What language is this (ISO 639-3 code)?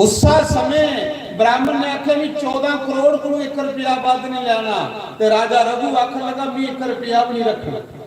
doi